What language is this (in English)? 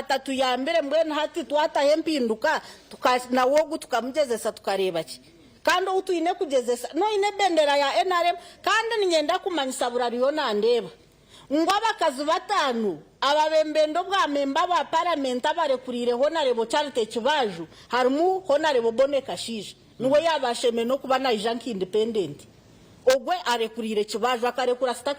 Nyankole